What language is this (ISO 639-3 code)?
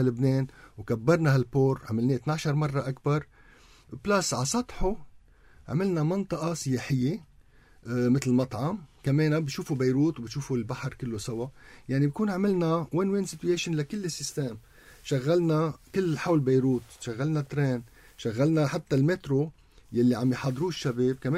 apc